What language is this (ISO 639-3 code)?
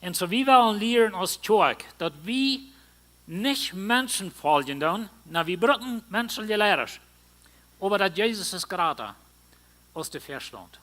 pdt